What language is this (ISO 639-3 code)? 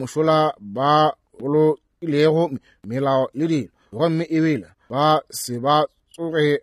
nso